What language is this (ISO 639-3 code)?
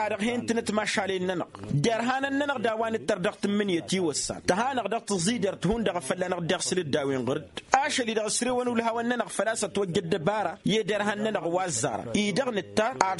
taq